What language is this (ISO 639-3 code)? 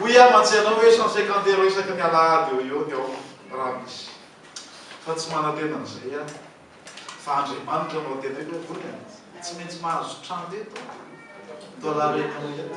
mlg